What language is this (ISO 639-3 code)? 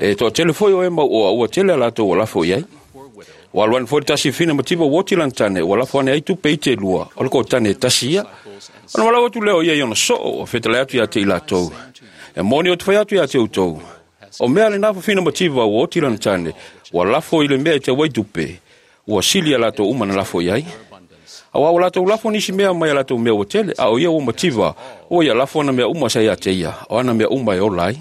smo